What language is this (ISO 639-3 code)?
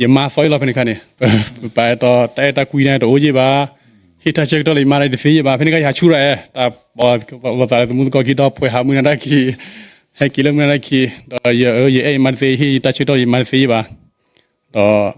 ksw